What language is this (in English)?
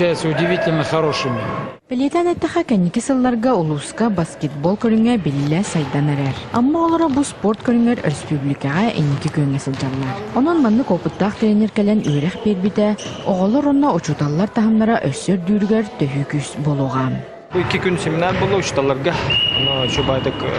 Yakut